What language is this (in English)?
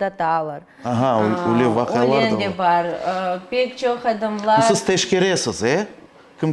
Crimean Tatar